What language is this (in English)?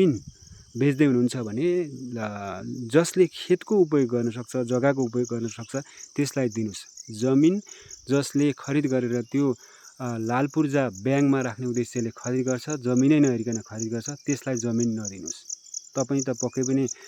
Nepali